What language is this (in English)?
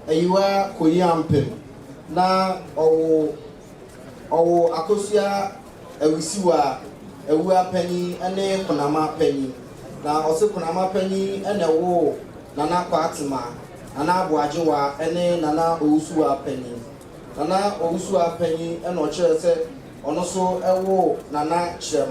Akan